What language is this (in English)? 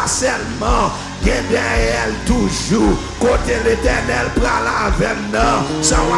Haitian Creole